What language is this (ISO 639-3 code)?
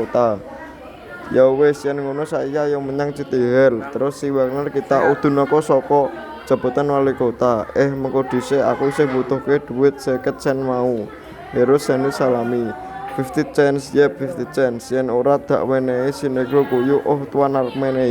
jav